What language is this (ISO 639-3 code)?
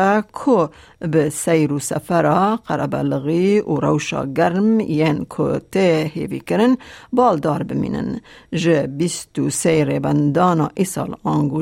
kur